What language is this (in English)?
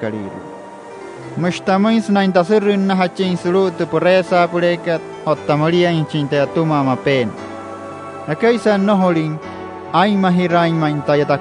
Wayuu